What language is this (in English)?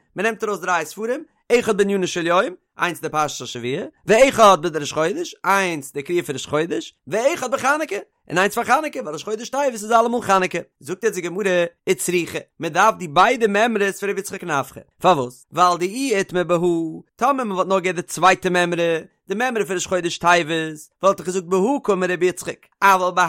Yiddish